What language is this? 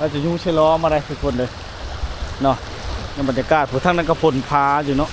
Lao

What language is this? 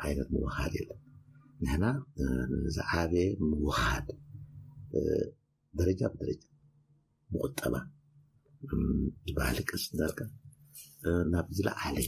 Tigrinya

